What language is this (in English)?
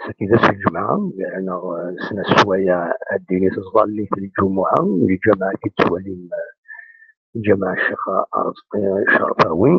Kabyle